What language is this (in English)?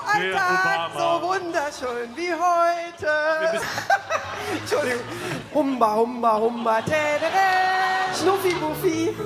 German